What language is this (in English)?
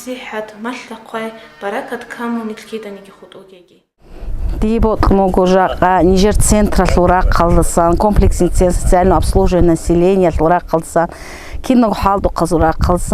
Avaric